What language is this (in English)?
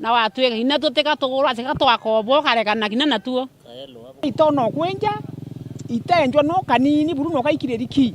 Meru